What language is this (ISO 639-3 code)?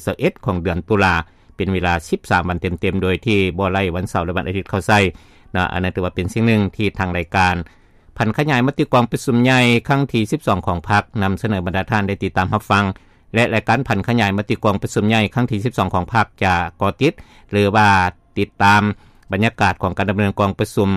lao